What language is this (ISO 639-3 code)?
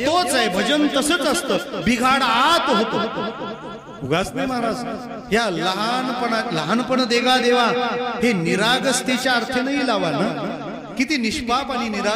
mar